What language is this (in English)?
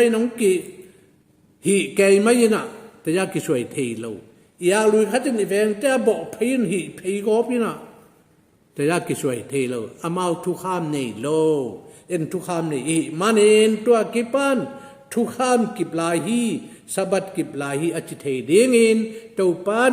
Tedim Chin